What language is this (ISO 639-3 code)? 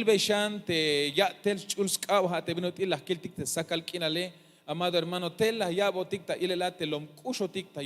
tzh